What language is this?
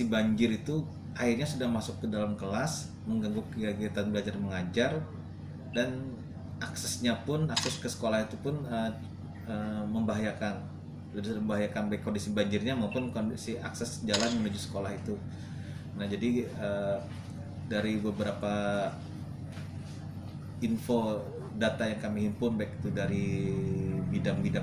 Indonesian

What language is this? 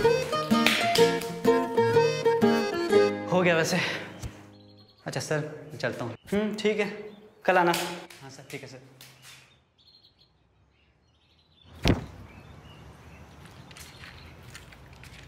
Hindi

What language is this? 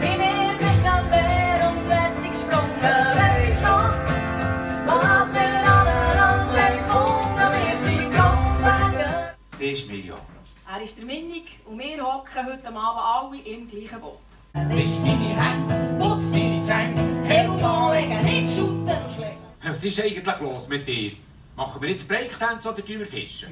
Swiss German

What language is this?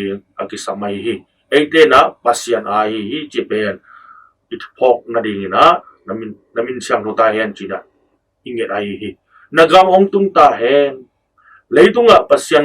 Tedim Chin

